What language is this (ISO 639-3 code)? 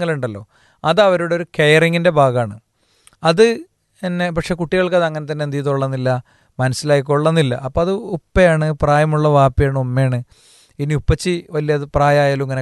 mal